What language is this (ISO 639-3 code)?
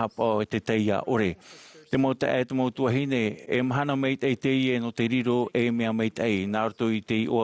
tah